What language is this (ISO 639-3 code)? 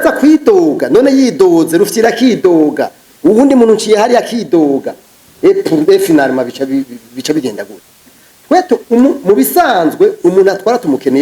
run